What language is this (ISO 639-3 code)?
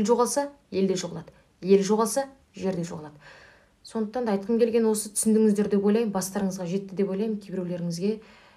kaz